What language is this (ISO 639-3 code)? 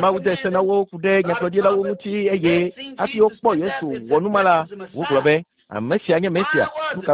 ewe